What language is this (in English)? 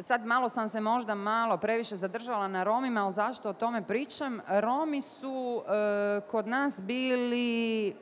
Bosnian